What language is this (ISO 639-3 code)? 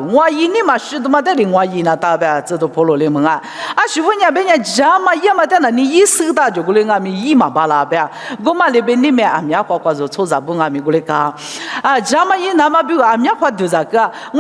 lis